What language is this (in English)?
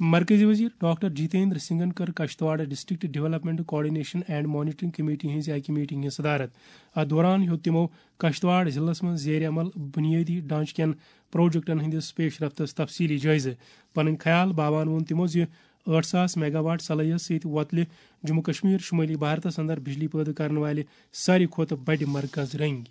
Kashmiri